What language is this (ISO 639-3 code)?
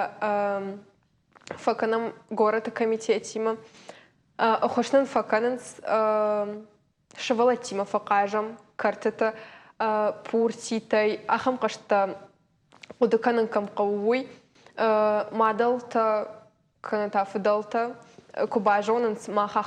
oss